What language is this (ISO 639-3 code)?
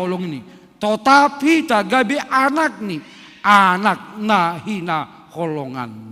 bts